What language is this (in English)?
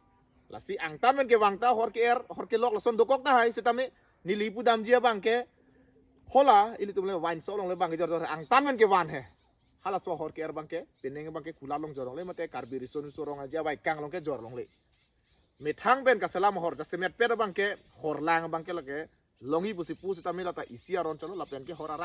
Karbi